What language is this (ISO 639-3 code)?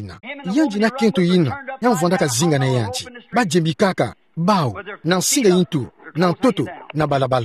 ktu